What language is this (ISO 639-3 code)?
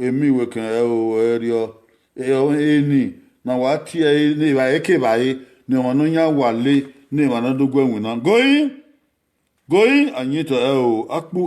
bin